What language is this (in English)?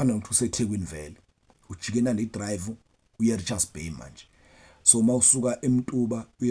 Zulu